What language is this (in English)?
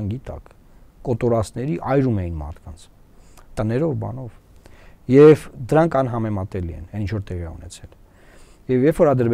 Armenian